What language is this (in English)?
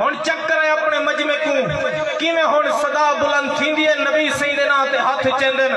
Saraiki